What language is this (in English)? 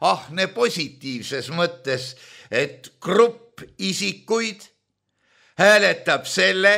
Estonian